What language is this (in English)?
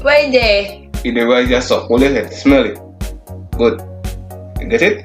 Jamaican Creole English